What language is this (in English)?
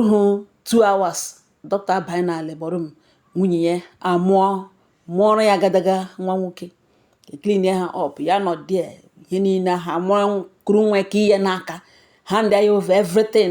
Igbo